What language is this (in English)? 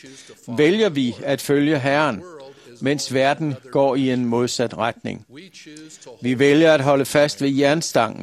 Danish